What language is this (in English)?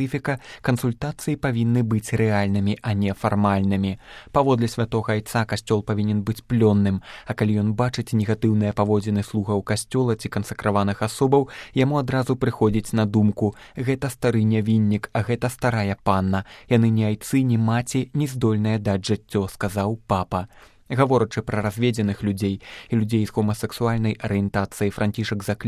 Belarusian